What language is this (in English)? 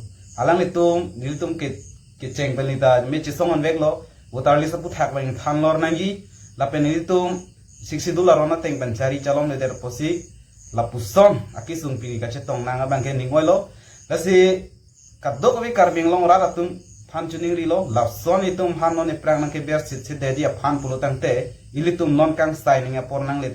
Karbi